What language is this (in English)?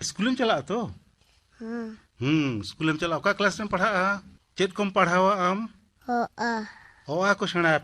Santali